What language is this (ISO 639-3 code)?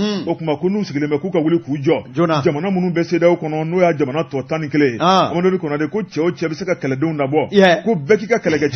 bam